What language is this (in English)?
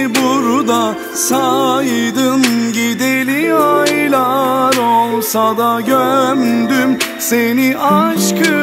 Turkish